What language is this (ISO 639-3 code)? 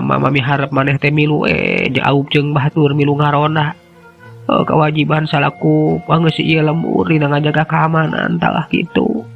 sun